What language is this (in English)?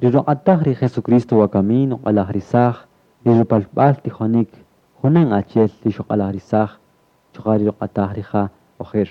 Kaqchikel